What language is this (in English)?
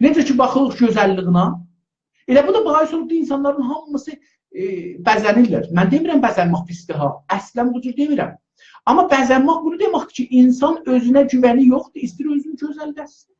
South Azerbaijani